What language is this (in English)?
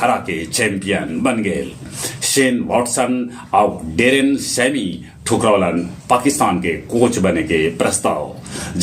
Magahi